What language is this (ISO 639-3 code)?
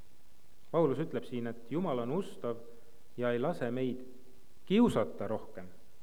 est